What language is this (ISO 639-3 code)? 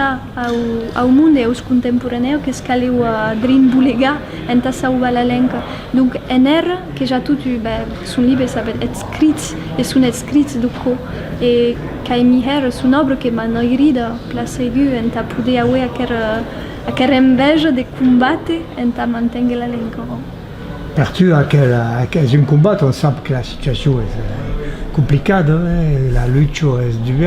oci